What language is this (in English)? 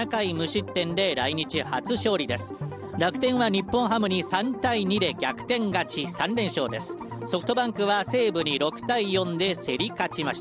Japanese